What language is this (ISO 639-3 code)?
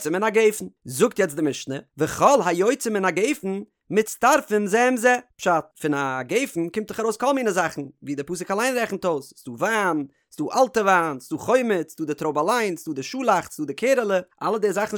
yid